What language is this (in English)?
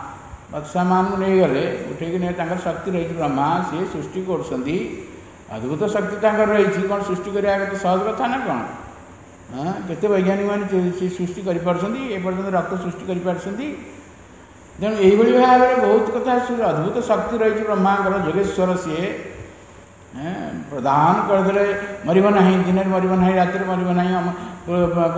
Odia